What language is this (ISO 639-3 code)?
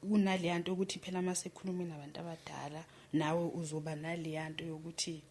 zul